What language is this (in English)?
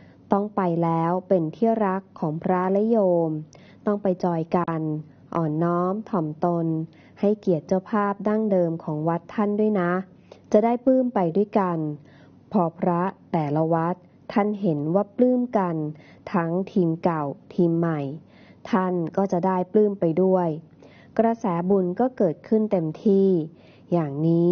Thai